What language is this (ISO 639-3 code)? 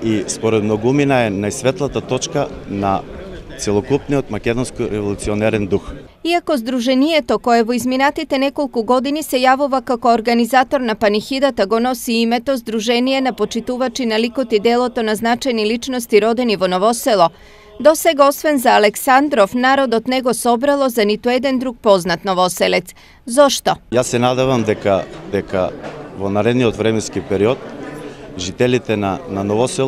mkd